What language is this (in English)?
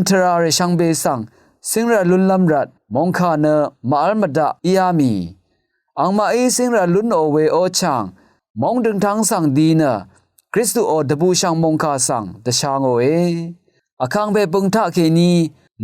Rawang